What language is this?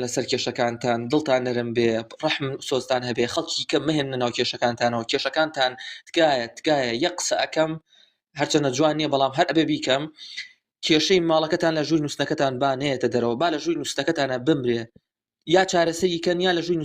Central Kurdish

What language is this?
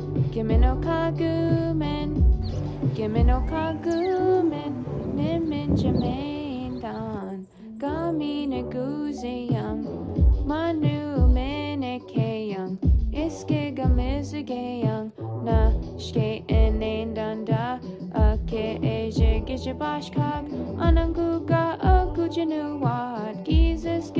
Chippewa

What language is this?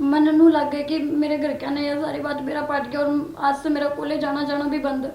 Haryanvi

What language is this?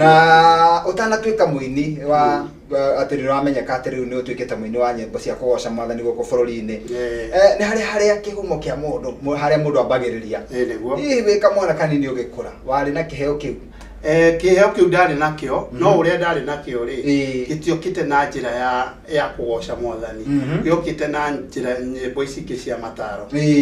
Kikuyu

